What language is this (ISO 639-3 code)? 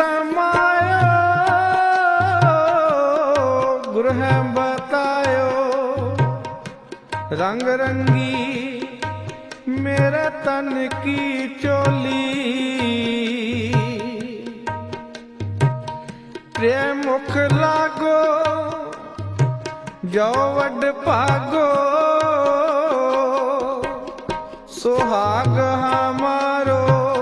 pan